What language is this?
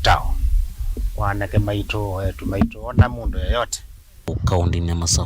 Kamba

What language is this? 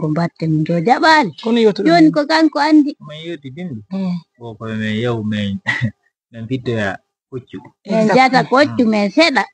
Pular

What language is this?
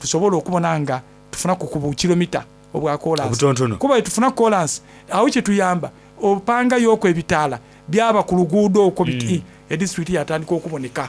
Soga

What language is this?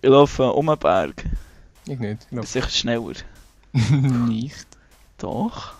Swiss German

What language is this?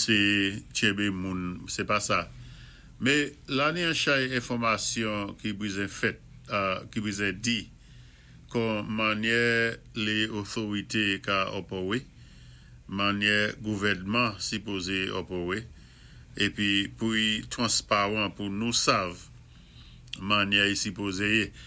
Saint Lucian Creole French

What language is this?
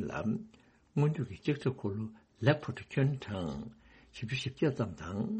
Tibetan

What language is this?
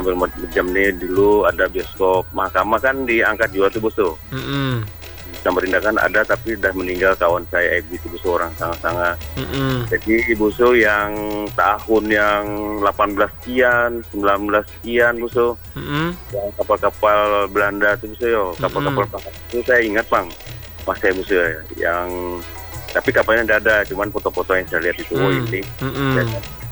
Indonesian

